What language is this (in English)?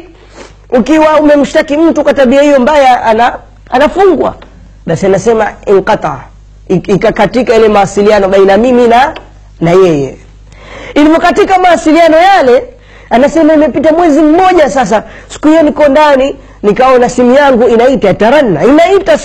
Swahili